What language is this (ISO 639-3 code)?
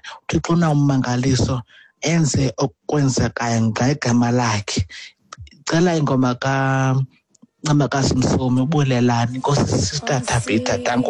xho